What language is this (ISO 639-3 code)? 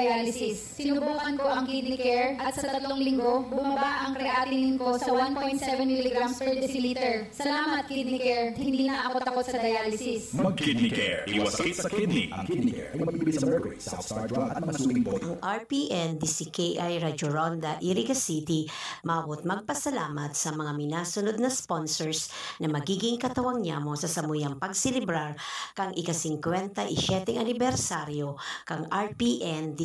bik